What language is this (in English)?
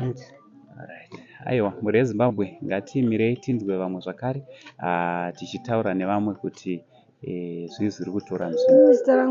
Shona